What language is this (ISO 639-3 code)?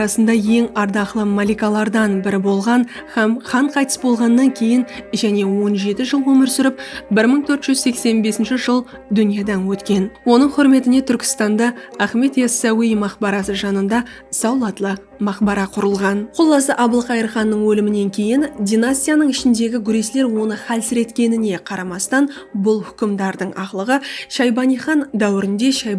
kaa